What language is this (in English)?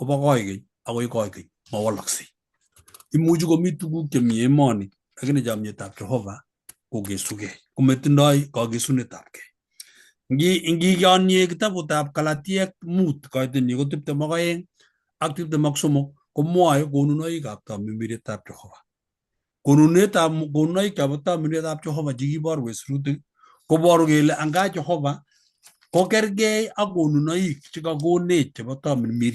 Kalenjin